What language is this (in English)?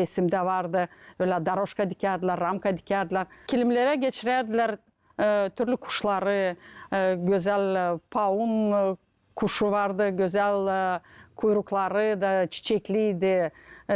Gagauz